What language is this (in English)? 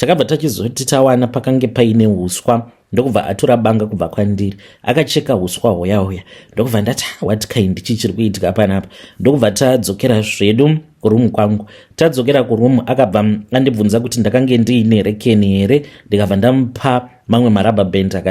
Shona